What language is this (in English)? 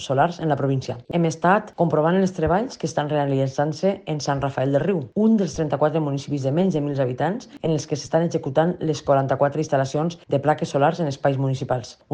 Catalan